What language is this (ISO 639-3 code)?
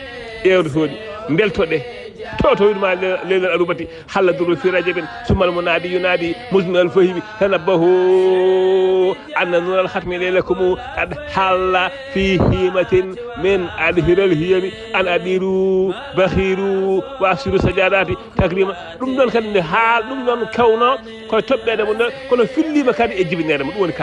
ful